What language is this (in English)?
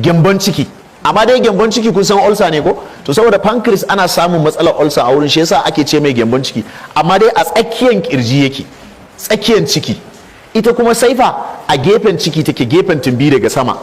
Hausa